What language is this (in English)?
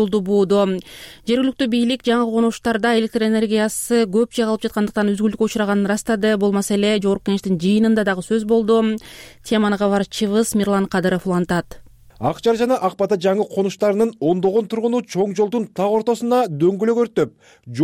Kyrgyz